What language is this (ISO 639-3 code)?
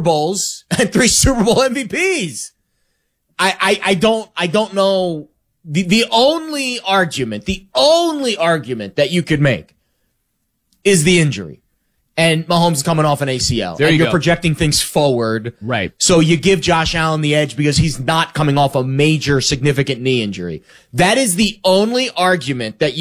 eng